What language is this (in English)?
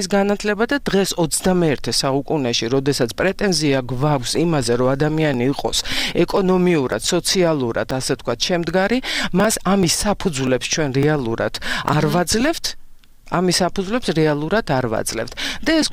Georgian